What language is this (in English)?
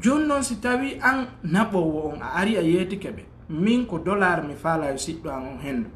Fula